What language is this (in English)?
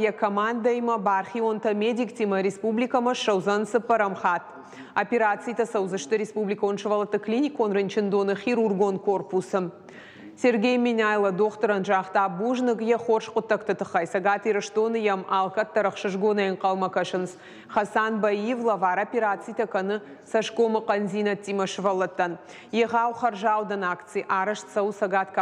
Ossetic